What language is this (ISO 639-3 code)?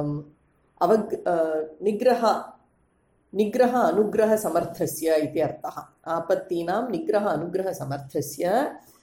san